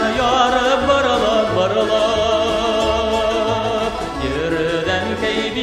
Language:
Bashkir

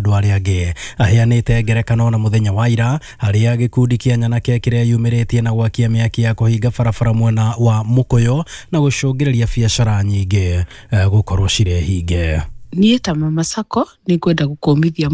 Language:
Kikuyu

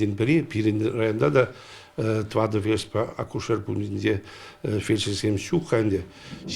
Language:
Chuvash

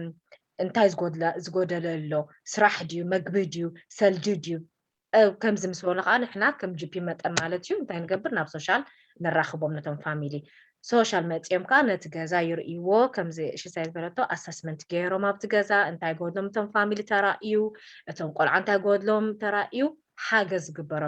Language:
Tigrinya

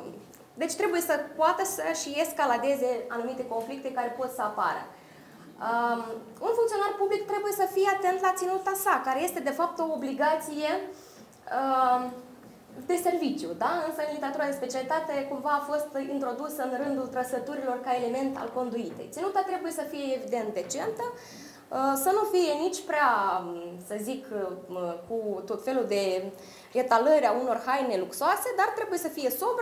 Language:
Romanian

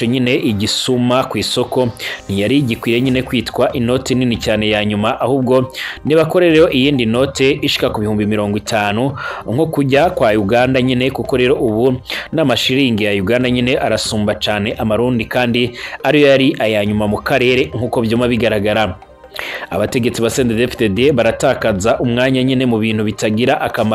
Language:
Rundi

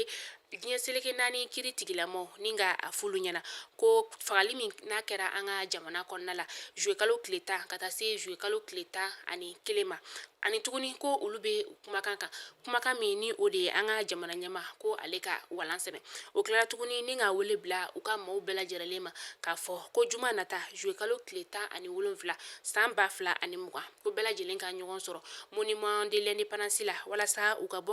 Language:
Bambara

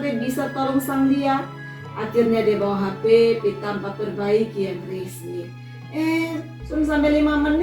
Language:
Kupang Malay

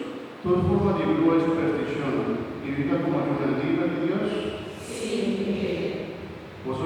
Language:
Papiamento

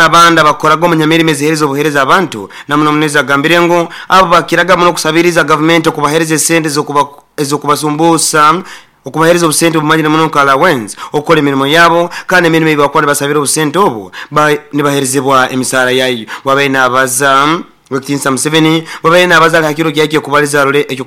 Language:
Nyoro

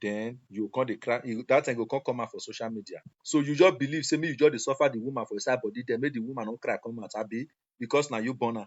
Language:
Nigerian Pidgin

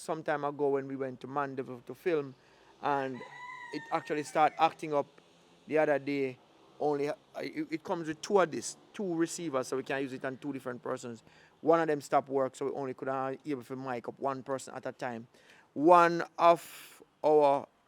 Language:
Jamaican Creole English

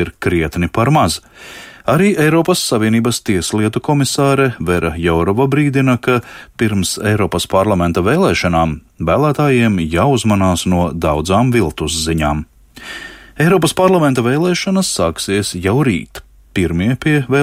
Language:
Latvian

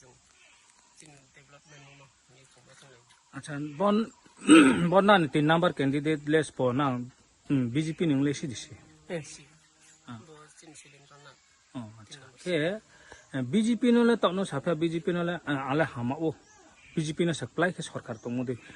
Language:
Riang (India)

